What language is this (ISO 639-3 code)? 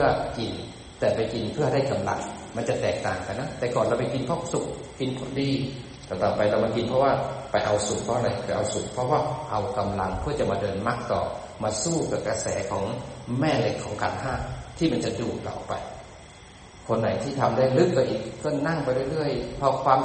tha